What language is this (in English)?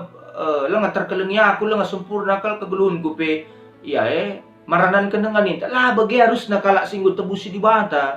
Batak Karo